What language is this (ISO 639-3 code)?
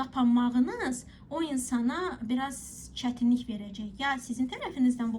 aze